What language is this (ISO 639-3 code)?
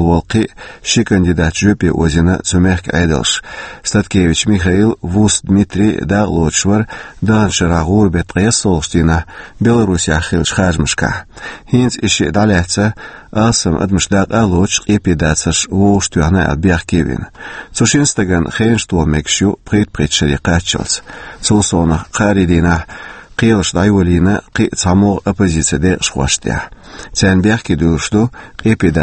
che